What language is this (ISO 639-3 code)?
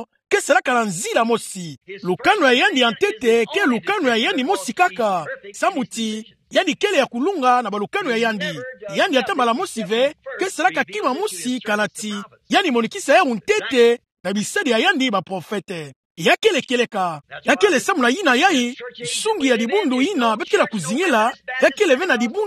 ktu